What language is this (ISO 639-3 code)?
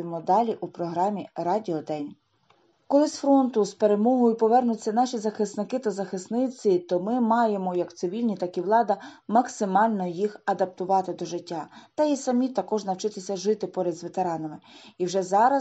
ukr